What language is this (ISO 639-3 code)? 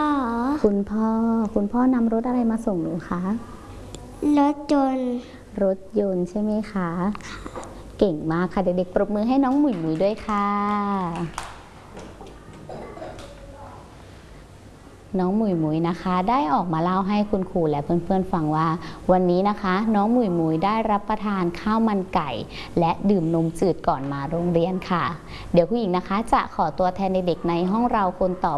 tha